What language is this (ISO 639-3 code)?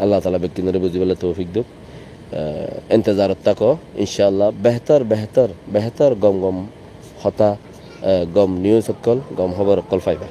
rhg